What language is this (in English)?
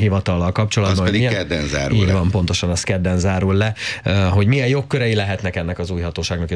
Hungarian